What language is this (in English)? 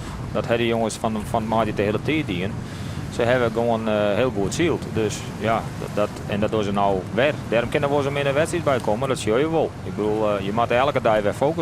Western Frisian